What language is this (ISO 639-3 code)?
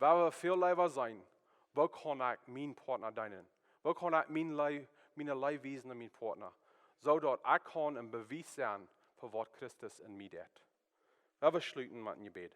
pdt